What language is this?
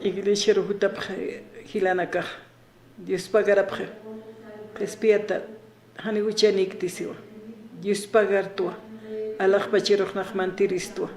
Aymara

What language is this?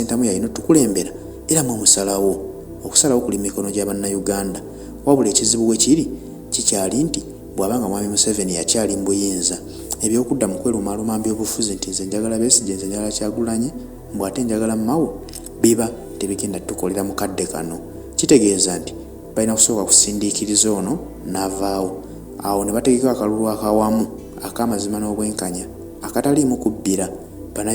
Ganda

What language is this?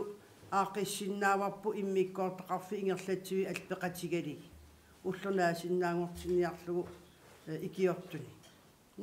Kalaallisut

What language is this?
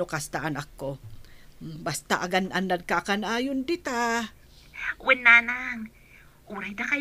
Iloko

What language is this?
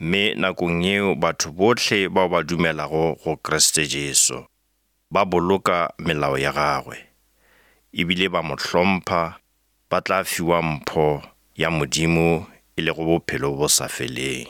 Northern Sotho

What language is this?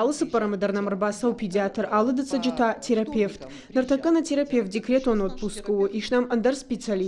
Ossetic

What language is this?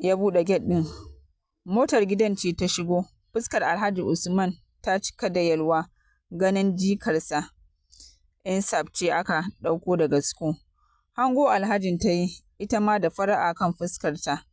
Hausa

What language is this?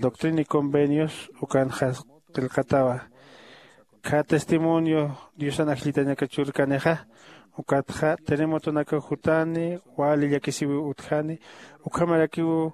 Aymara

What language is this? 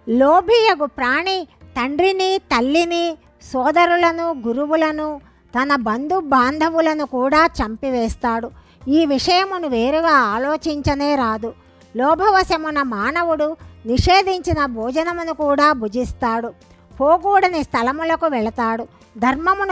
Telugu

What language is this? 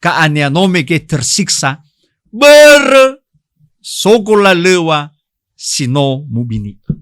Nias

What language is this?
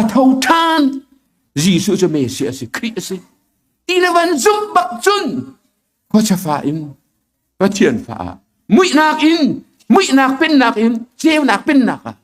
Hakha Chin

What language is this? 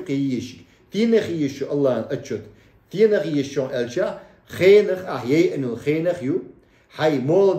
Chechen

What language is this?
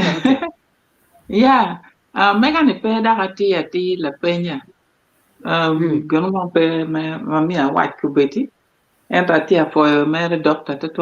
Acoli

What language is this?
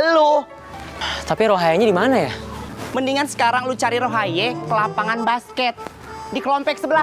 Betawi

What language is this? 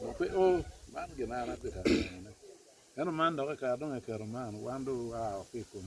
Acoli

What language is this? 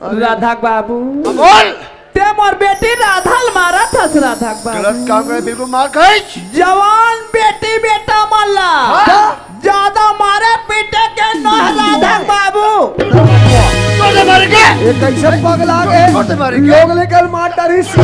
Chhattisgarhi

